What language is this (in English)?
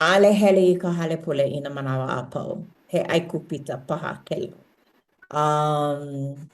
Hawaiian